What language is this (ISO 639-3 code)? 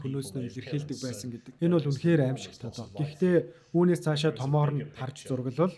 mon